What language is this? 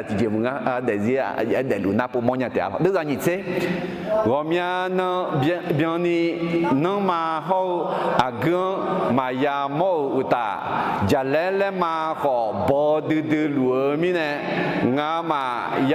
Akha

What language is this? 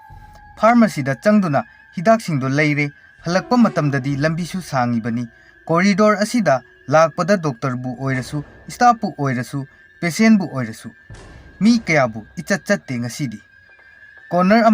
Manipuri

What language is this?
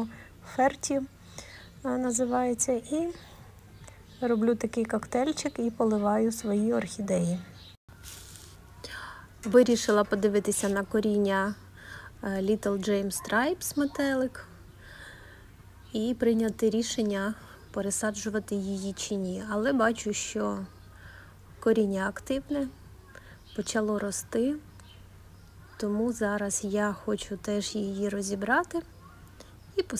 Ukrainian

